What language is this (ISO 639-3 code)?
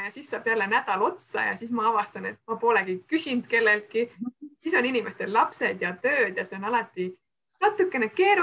est